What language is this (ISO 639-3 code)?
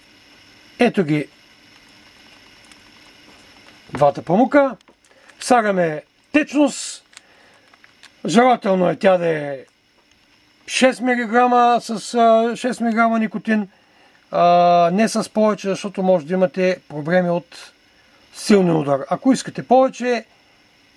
bul